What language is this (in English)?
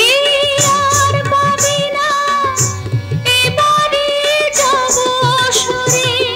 Bangla